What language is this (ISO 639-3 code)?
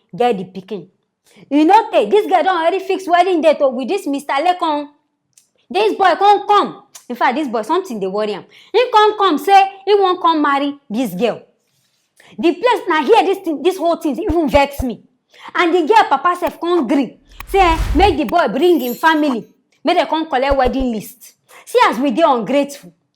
pcm